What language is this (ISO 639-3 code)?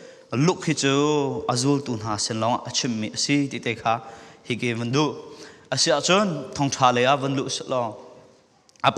cfm